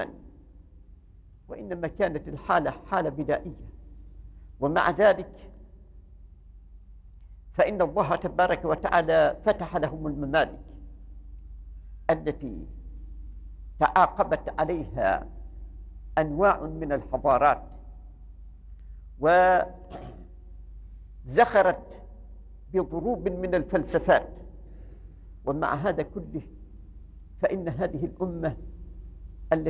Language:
Arabic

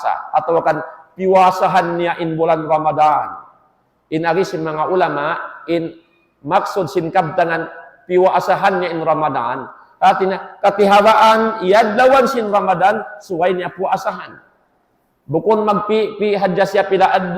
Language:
Tausug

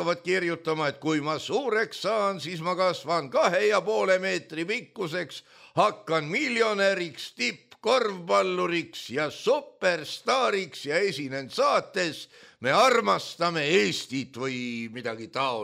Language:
Estonian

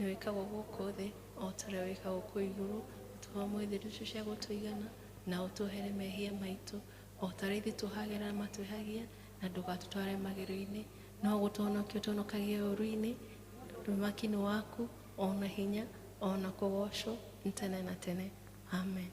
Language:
Kikuyu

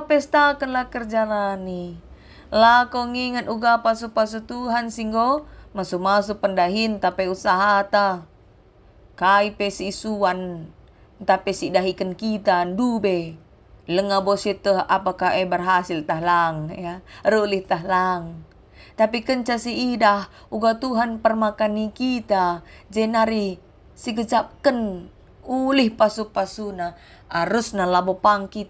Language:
Batak Karo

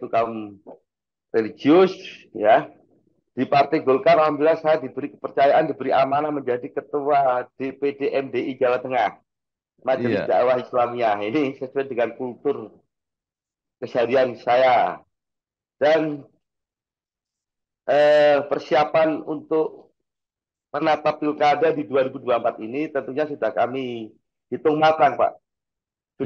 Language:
Indonesian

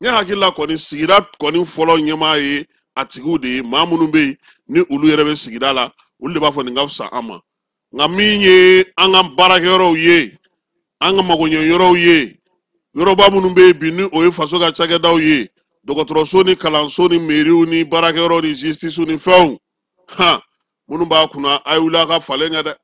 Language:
Bambara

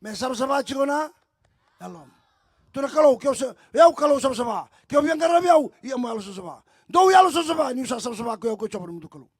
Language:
Fijian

